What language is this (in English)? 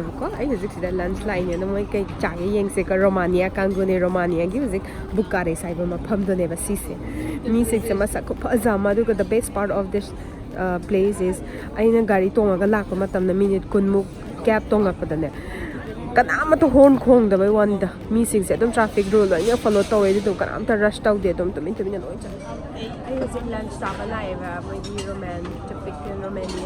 Manipuri